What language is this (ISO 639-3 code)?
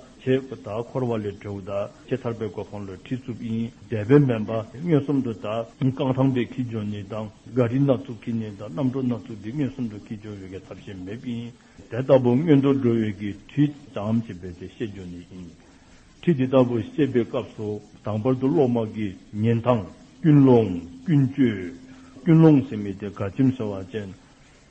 dzo